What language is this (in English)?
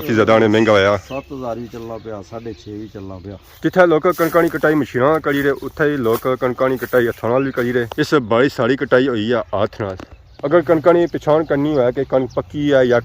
Pahari-Potwari